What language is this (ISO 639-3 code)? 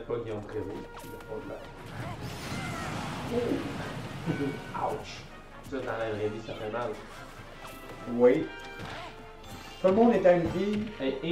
fra